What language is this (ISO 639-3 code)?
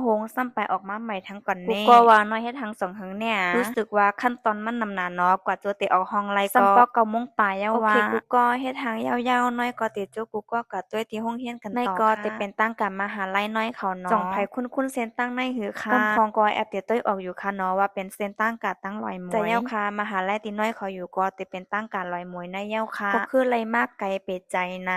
shn